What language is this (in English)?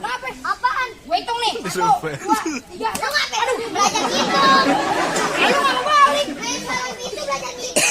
Betawi